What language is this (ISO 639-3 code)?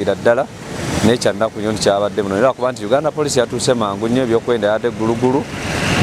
lug